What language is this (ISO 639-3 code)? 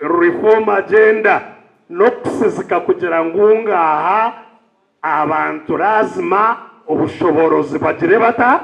nyn